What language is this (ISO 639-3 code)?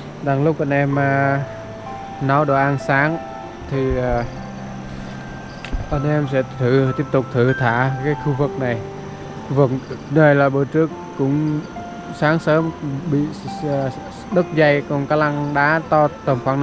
vie